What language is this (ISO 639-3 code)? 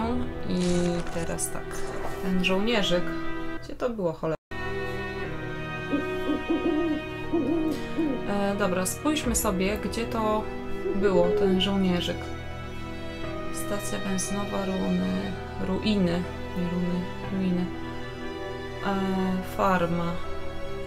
pol